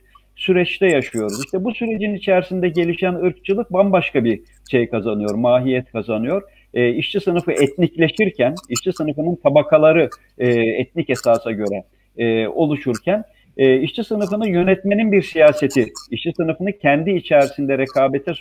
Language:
Turkish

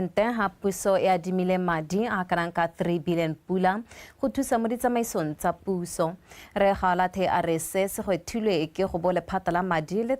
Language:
Tswana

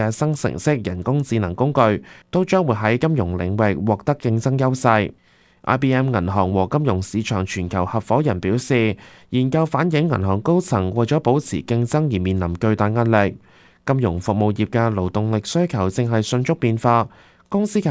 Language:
Cantonese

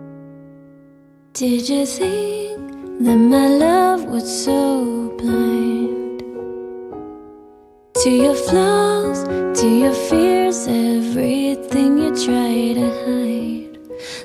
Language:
English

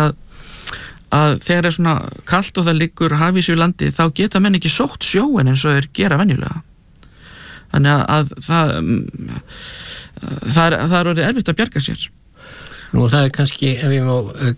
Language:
Icelandic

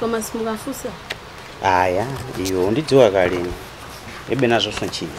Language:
Nyanja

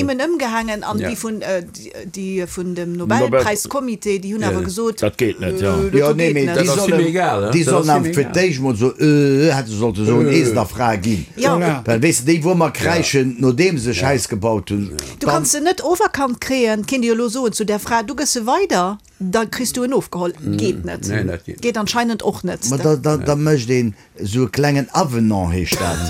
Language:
Luxembourgish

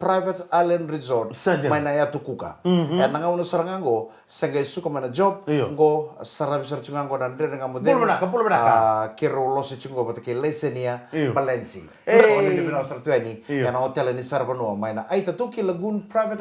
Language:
Fijian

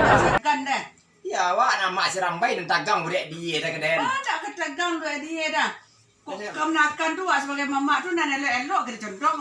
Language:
Minangkabau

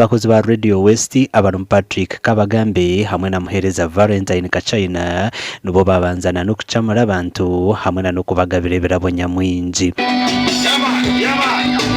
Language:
Nyankole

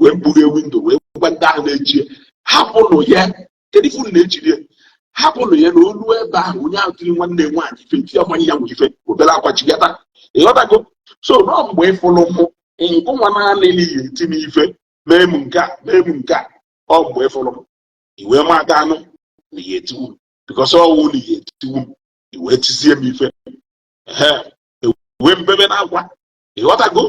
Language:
Igbo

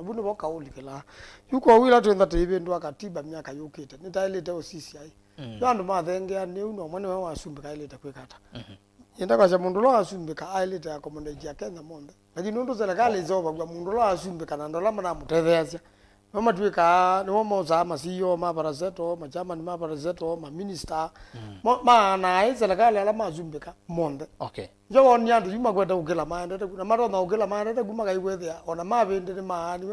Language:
Kamba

